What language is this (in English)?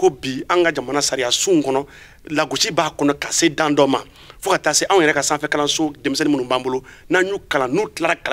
Bambara